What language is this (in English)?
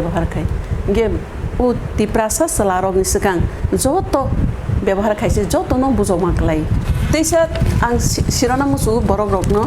Kok Borok